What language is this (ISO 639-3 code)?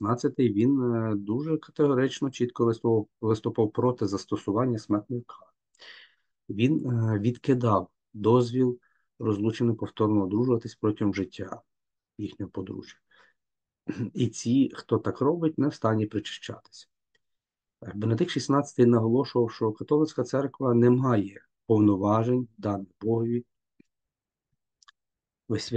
ukr